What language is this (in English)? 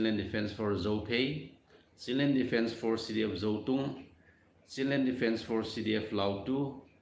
Thado Chin